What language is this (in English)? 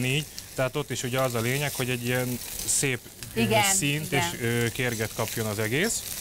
Hungarian